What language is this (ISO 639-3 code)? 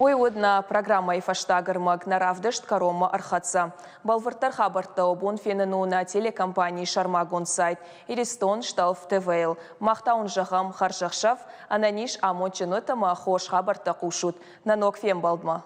oss